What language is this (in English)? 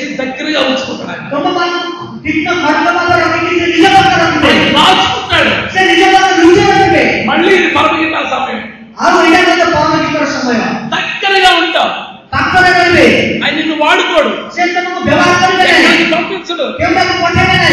Telugu